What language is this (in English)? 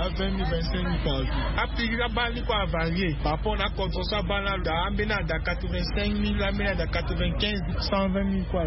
Sango